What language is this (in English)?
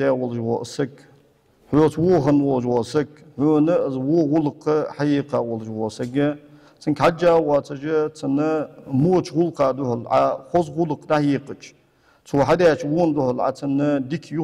Ingush